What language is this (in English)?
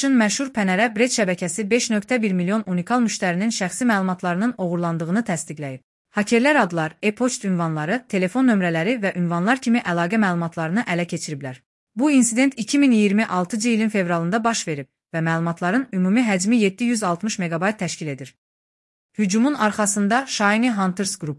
Azerbaijani